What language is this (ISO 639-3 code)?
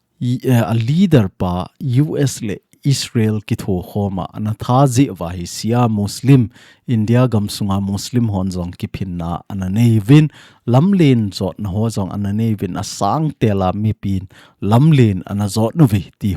tcz